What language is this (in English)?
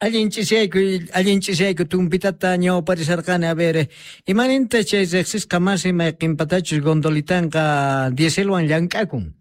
Quechua